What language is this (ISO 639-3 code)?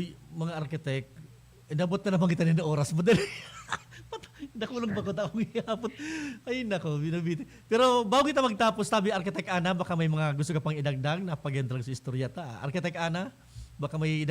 bik